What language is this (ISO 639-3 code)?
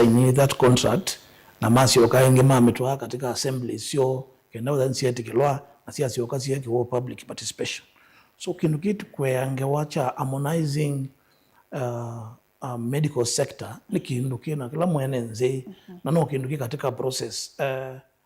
kam